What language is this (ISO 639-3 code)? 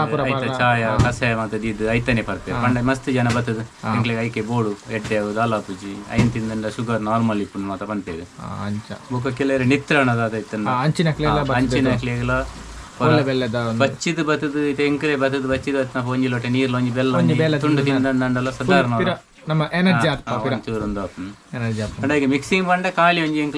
tcy